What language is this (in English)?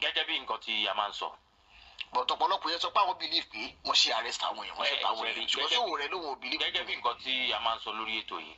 Yoruba